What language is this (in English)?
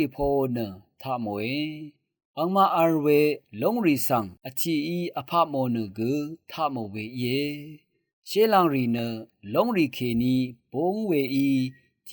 Rawang